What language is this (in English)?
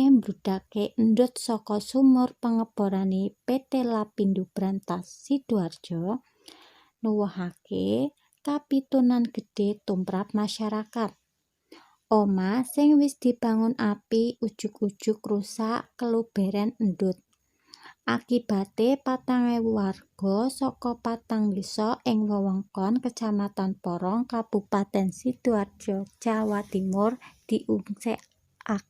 Javanese